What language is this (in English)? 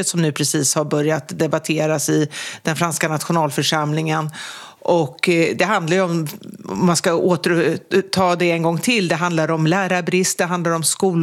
Swedish